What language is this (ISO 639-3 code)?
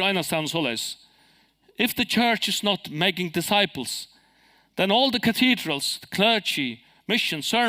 fao